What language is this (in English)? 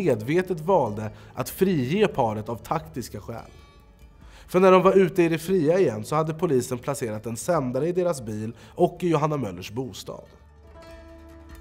Swedish